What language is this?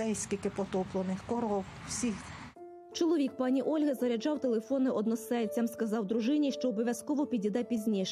Ukrainian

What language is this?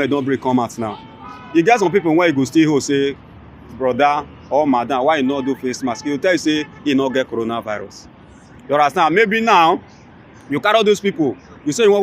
Nigerian Pidgin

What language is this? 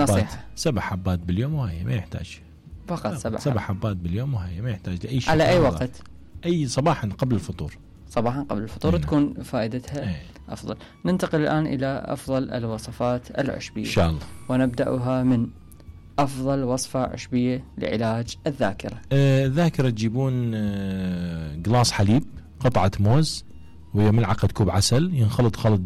Mesopotamian Arabic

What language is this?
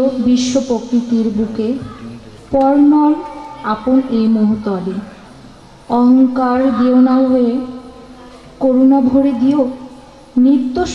Bangla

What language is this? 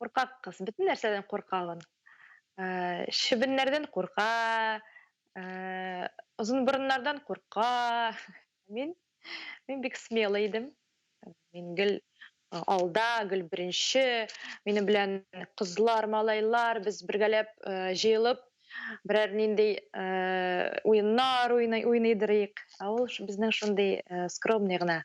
Tatar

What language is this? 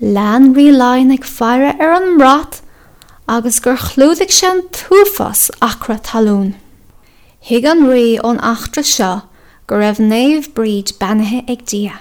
Irish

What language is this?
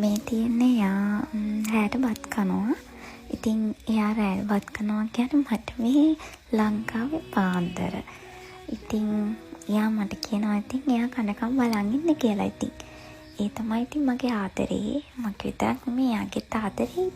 Sinhala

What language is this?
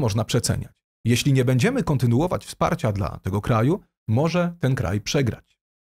Polish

